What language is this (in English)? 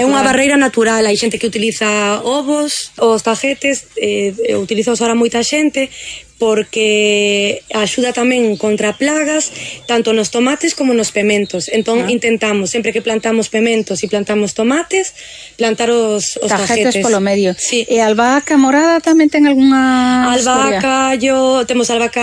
Galician